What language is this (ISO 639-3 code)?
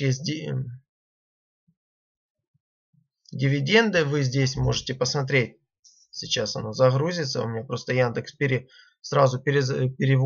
rus